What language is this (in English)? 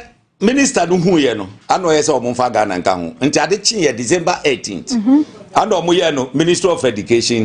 Akan